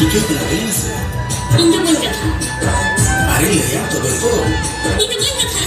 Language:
Santali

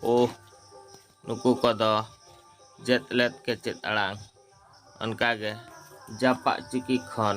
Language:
Santali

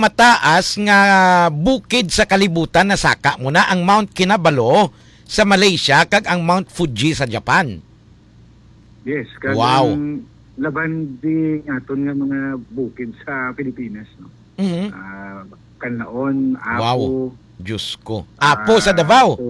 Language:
Hiligaynon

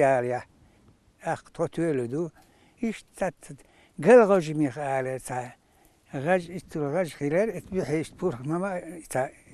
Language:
Chechen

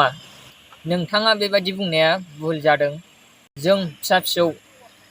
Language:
Bodo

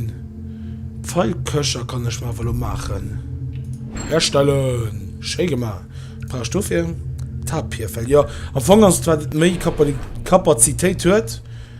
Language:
Luxembourgish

